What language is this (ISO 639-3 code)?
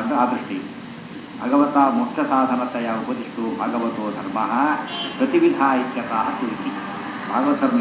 kan